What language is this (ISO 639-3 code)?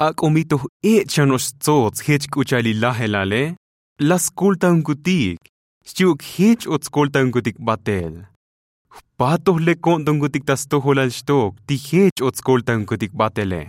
tzo